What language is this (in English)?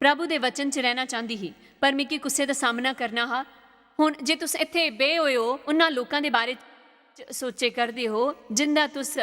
Dogri